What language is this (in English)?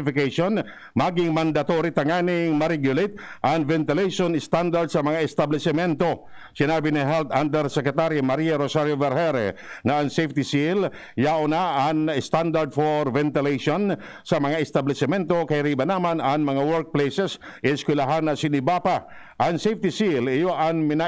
Bikol